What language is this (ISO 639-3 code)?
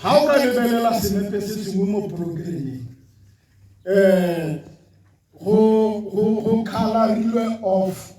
tsn